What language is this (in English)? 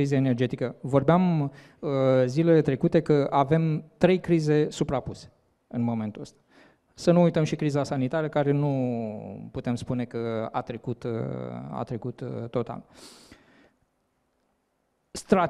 Romanian